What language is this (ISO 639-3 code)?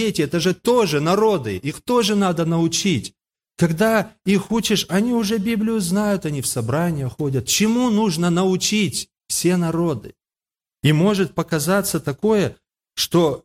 rus